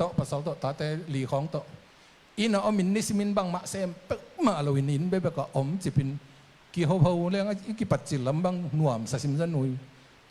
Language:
Tedim Chin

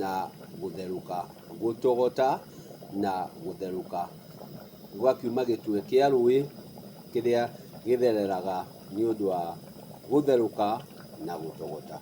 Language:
Kikuyu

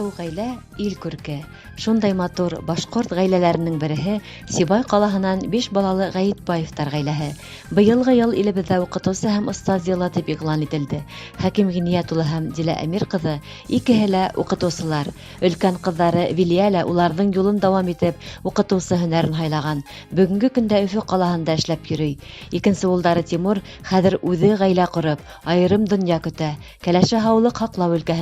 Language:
Bashkir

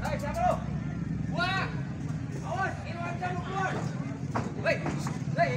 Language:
Betawi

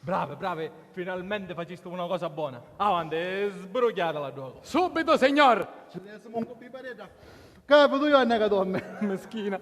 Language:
Sicilian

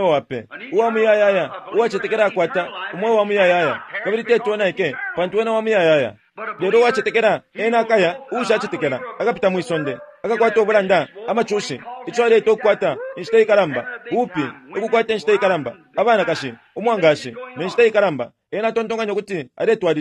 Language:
Bemba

